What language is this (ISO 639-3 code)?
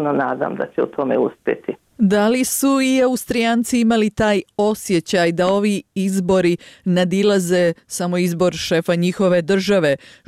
bos